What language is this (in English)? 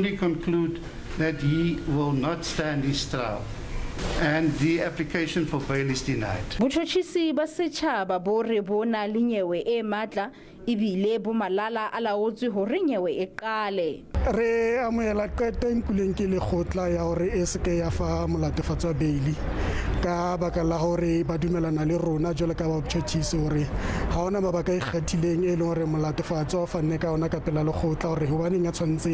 Southern Sotho